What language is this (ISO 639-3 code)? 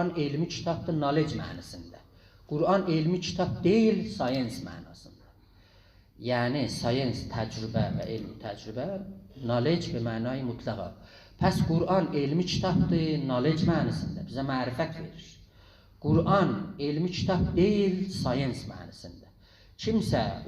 azb